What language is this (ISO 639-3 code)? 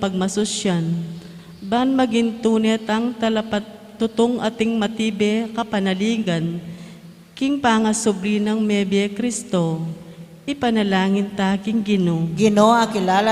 pam